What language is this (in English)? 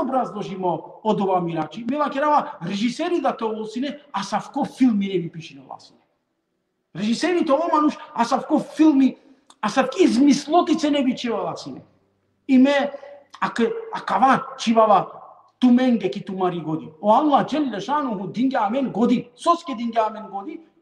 Balkan Romani